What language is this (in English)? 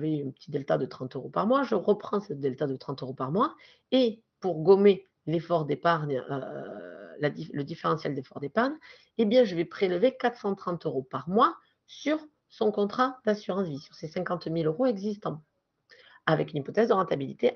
French